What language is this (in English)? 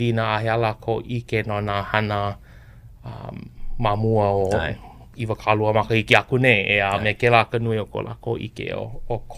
Hawaiian